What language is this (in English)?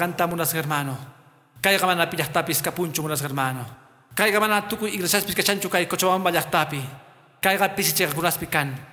Quechua